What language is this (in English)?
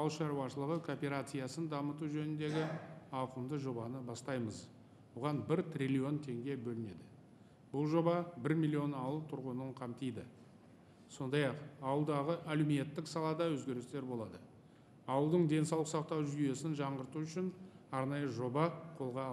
Kazakh